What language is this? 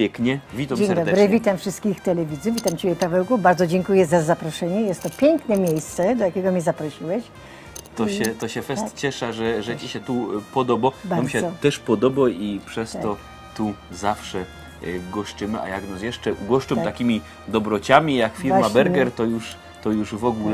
Silesian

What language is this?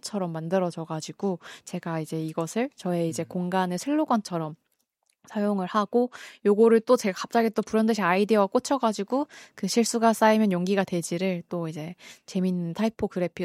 Korean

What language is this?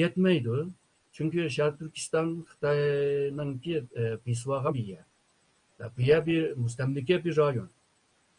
Uyghur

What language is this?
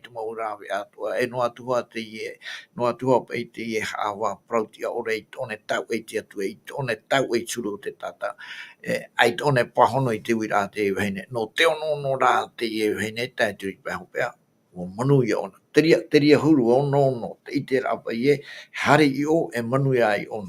Tahitian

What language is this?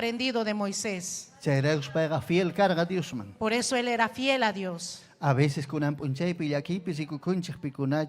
Ayacucho Quechua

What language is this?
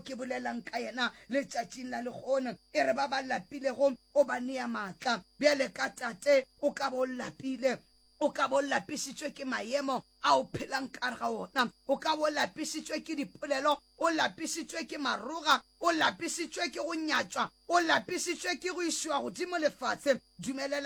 Northern Sotho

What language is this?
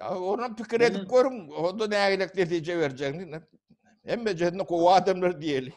Turkmen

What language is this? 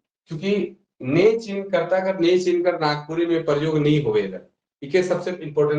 Sadri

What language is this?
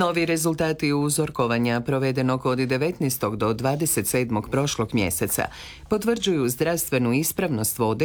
Croatian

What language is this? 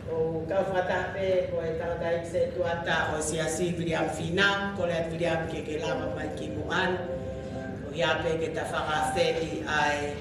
Tongan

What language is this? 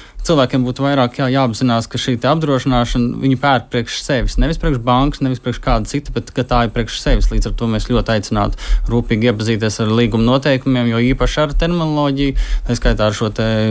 Latvian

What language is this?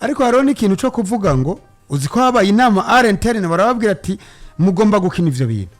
Rundi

